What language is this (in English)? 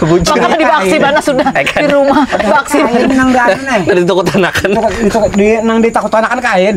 Banjar